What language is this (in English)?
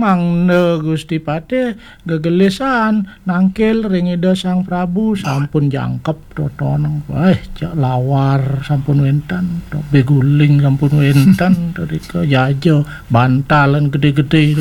Balinese